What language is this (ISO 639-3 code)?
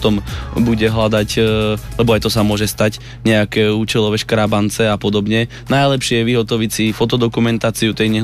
slk